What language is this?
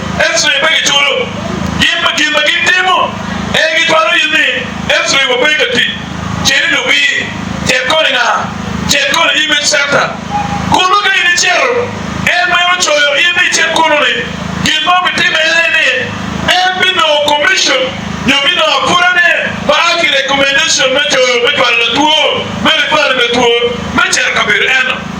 Acoli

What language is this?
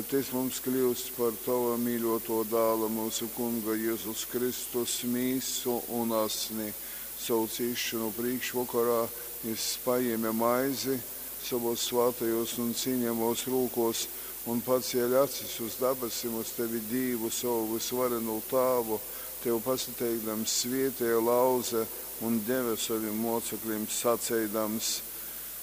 Latgalian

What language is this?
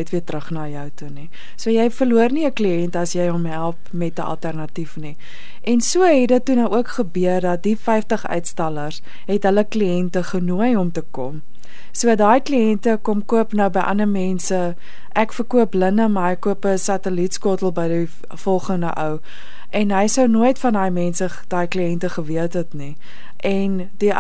Afrikaans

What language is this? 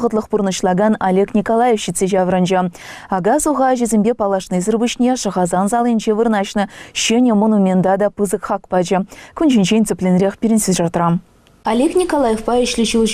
Chuvash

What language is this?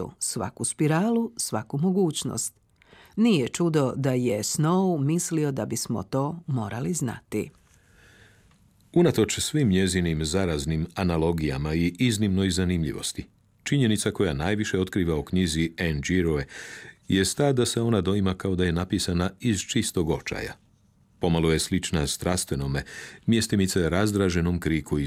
Croatian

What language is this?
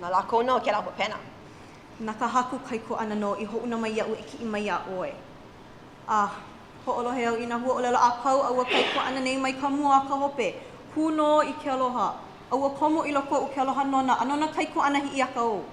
Hawaiian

